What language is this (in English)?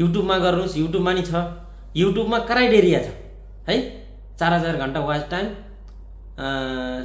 Nepali